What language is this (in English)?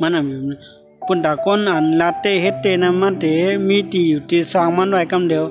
Shan